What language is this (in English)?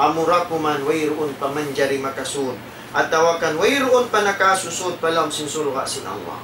Tausug